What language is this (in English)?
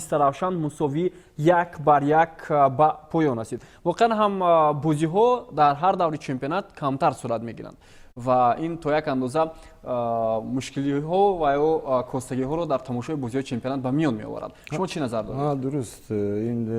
Tajik